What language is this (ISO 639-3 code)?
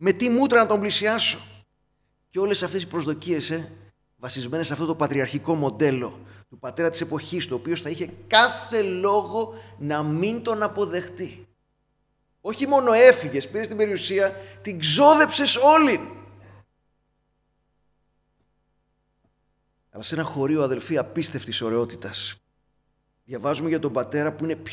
ell